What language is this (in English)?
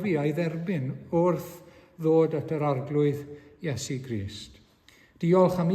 Welsh